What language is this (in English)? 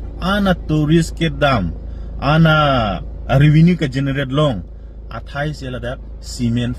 Karbi